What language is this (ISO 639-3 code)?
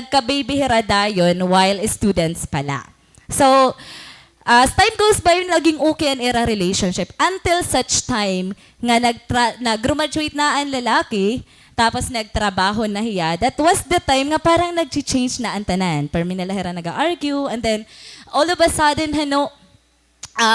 war